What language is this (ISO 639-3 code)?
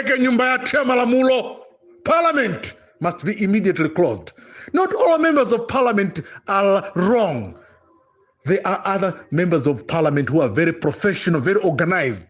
nya